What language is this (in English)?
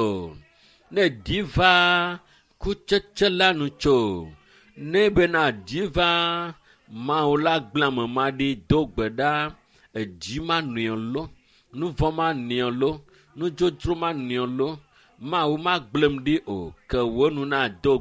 Ewe